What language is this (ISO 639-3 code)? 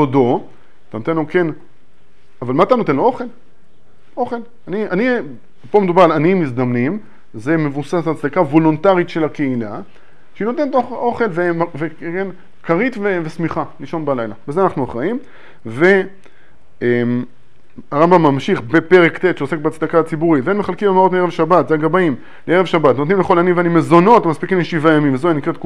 heb